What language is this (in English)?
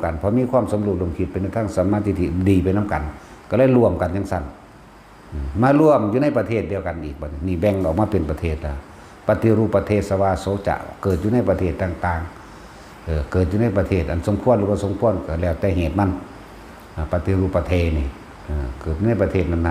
Northeastern Thai